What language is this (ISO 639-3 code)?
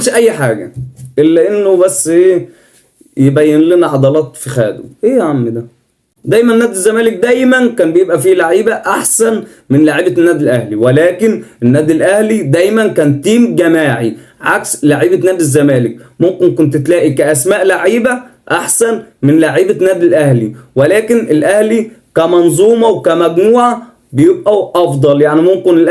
arz